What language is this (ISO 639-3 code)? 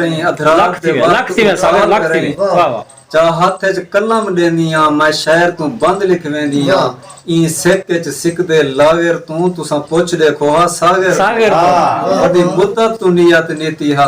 skr